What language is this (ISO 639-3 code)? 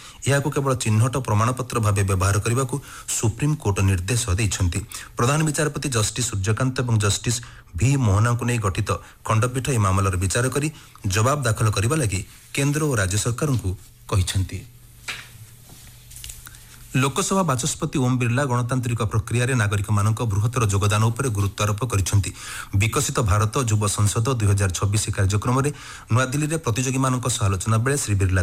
ori